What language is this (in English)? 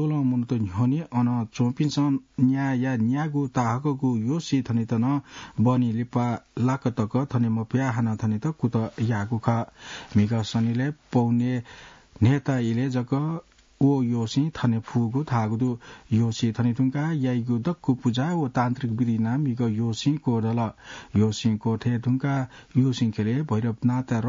Newari